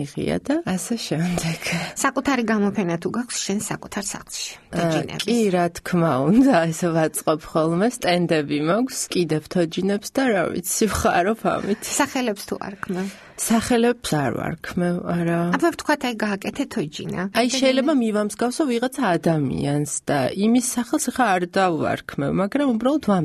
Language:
Georgian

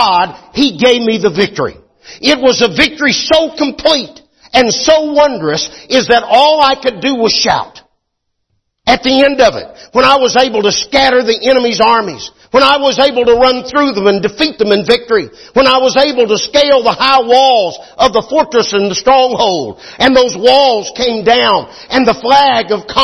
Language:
English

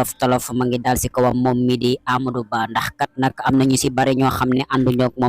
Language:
Wolof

